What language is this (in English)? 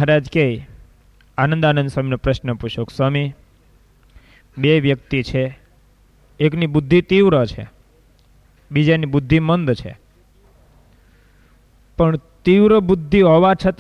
Gujarati